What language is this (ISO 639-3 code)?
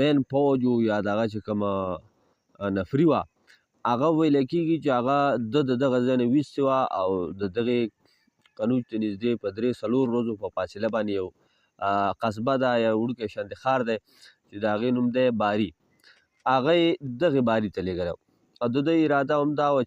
pus